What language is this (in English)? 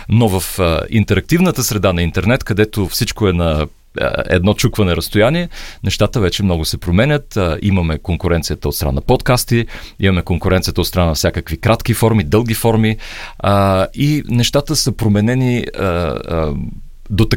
Bulgarian